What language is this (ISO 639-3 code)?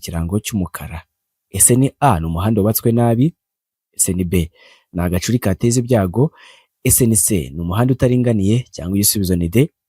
kin